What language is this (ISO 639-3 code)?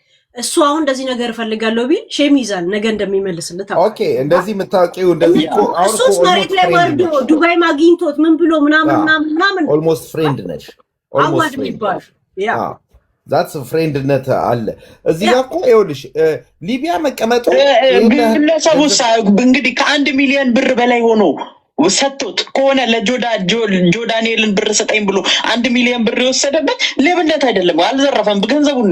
amh